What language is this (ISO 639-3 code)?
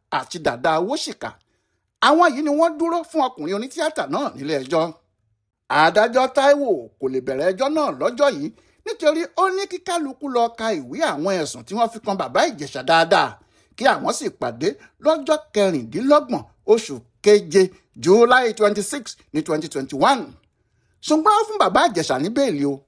yor